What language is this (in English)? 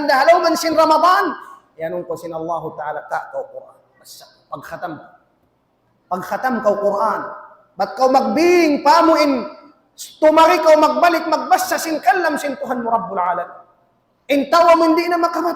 Tausug